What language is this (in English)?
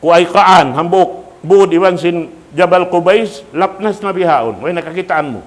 Tausug